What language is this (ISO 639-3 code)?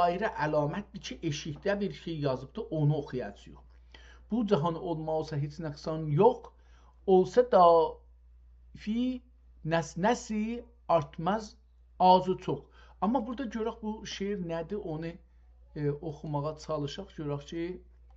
azb